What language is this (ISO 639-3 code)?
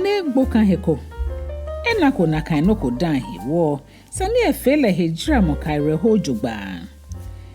gaa